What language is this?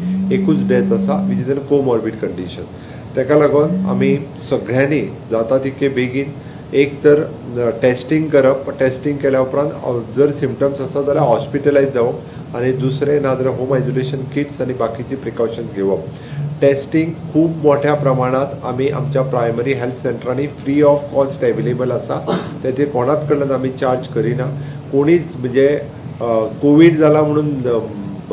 Konkani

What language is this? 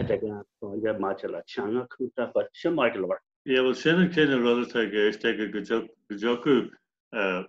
Irish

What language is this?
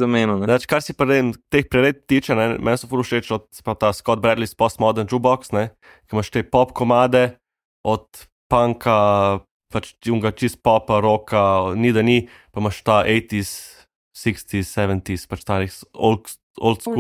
Slovenian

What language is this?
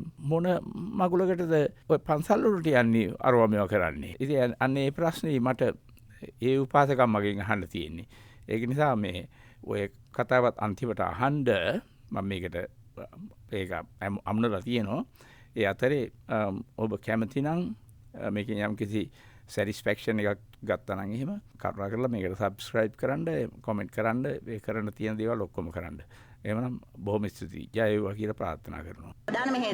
Sinhala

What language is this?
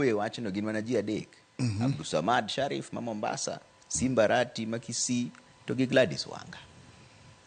Luo (Kenya and Tanzania)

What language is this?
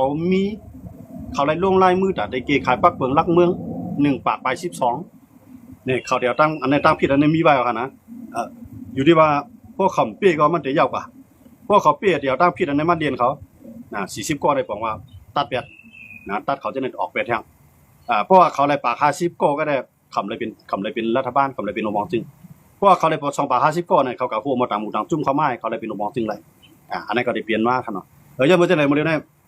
Shan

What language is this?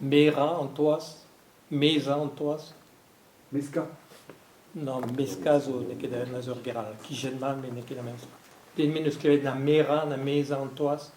Breton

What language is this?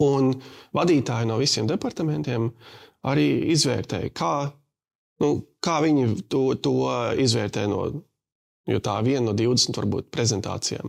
Latvian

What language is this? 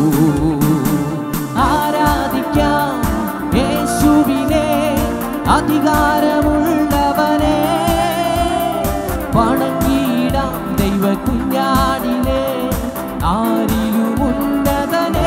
Malayalam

